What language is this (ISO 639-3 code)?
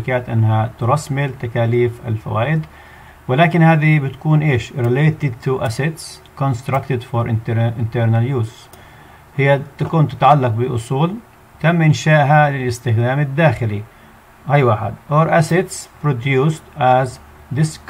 ara